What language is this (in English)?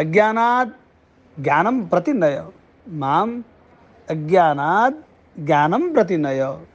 Sanskrit